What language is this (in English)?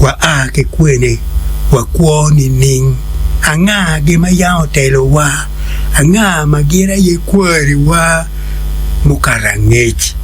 Acoli